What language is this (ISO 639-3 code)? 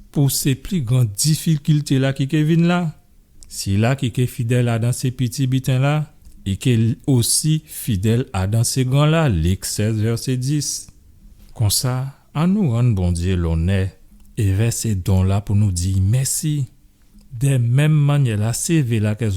gcf